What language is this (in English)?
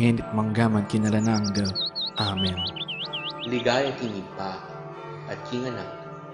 Pampanga